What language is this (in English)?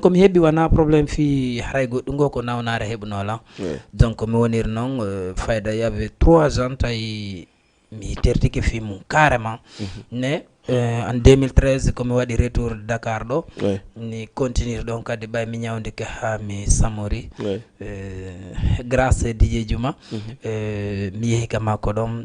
Fula